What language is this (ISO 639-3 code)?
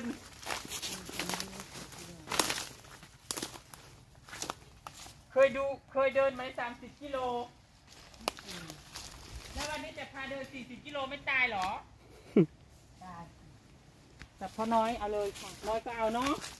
tha